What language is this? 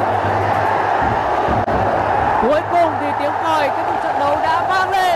Vietnamese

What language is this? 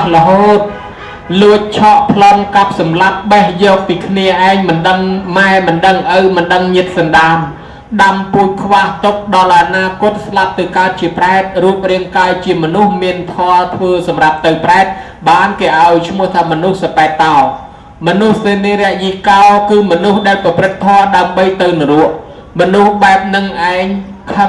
Khmer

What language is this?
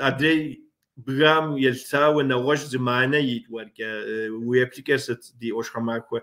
Kabardian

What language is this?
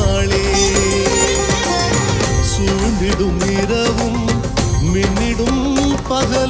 Tamil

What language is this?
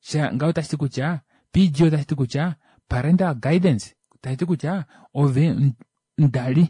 Kuanyama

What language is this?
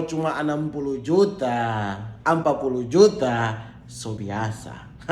Manado Malay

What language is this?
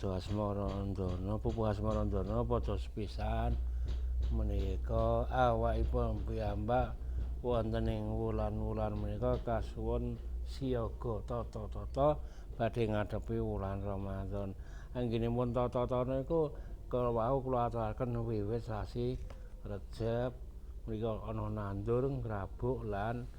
Javanese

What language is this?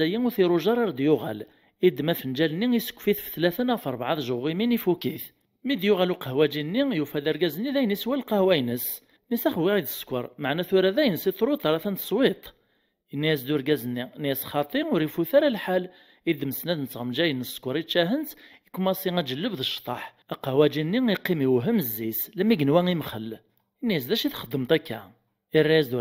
Kabyle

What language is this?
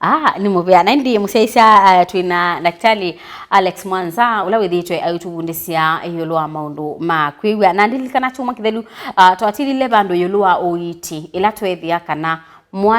Kamba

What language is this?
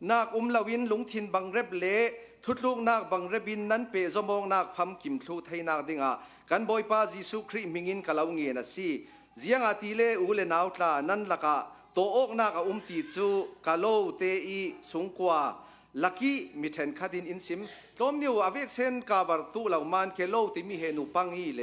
Hakha Chin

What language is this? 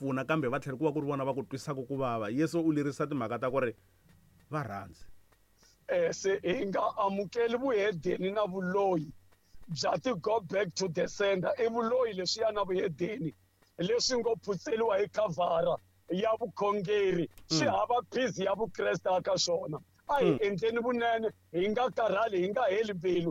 Tsonga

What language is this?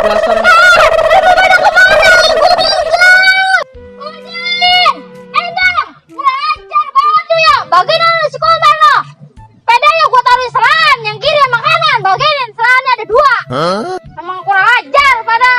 Betawi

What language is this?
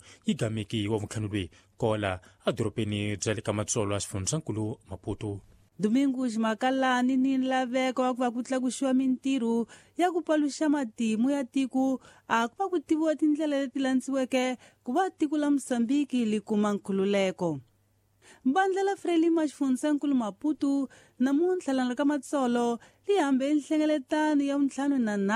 Tsonga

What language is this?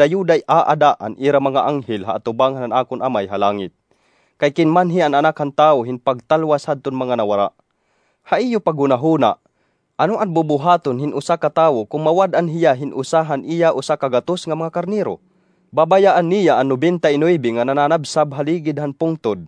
Waray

